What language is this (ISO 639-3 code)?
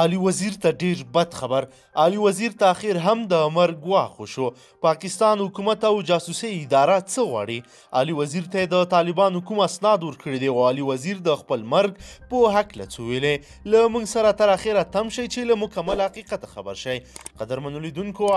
pus